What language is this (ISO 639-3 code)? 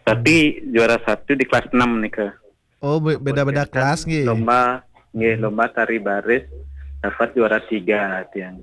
ban